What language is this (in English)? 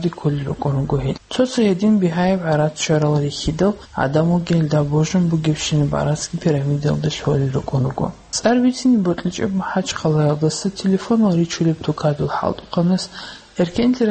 Avaric